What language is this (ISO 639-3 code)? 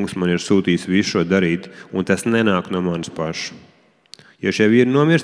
lav